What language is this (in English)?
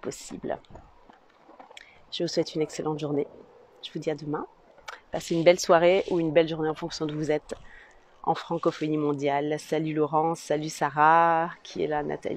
French